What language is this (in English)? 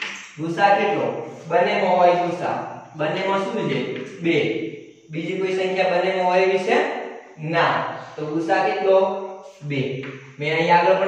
Gujarati